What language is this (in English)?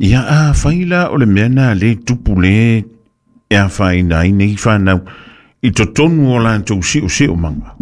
Samoan